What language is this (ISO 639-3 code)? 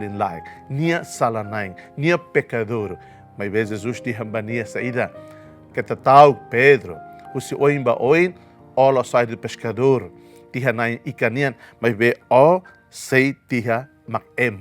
tet